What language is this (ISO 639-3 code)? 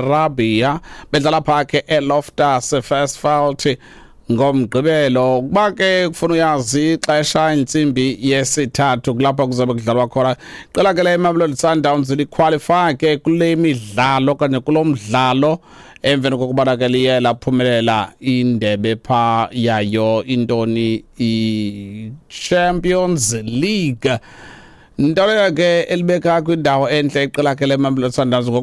xho